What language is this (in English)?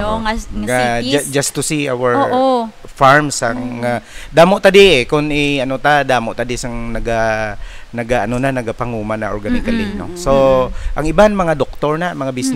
Hiligaynon